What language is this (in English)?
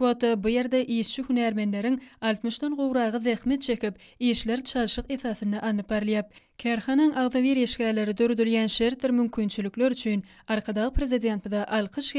Turkmen